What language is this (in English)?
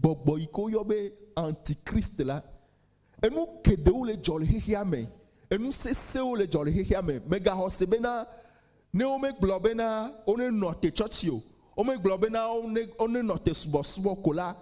Ewe